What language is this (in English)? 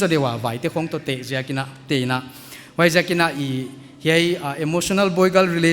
Paite Chin